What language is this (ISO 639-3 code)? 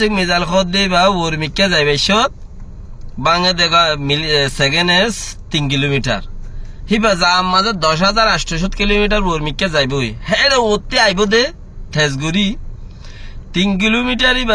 rhg